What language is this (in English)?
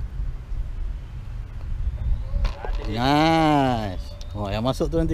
Malay